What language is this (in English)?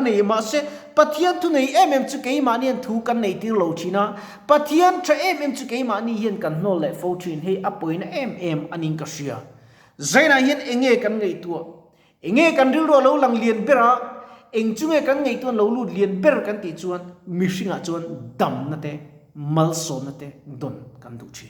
Mizo